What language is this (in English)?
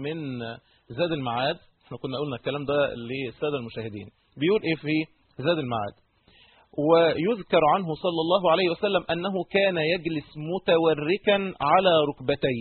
Egyptian Arabic